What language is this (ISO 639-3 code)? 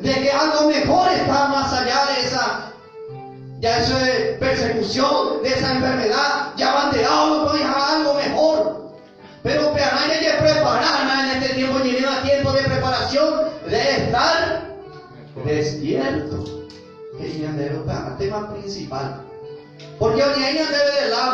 grn